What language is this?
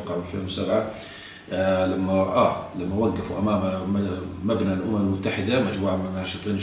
South Levantine Arabic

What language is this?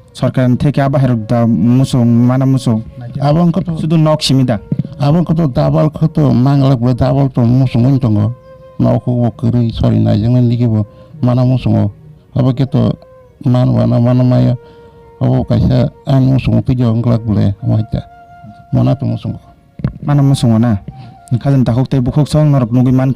Kok Borok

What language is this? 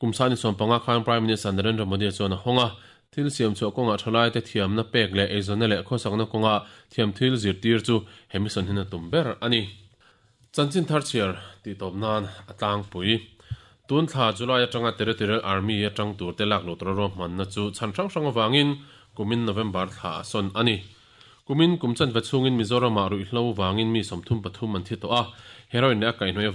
Mizo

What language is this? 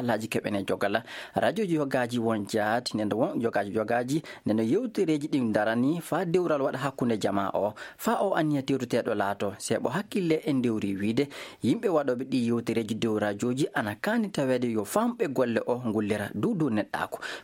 Fula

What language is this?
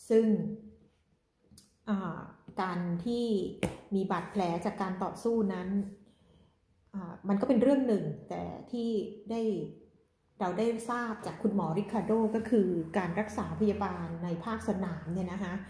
Thai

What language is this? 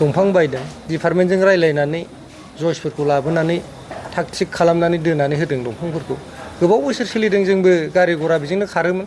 Bodo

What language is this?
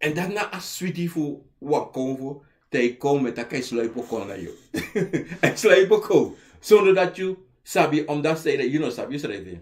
Sranan Tongo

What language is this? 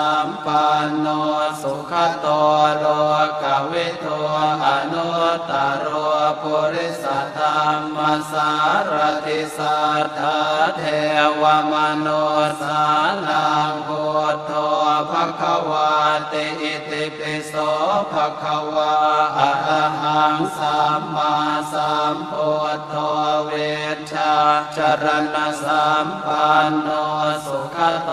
Pali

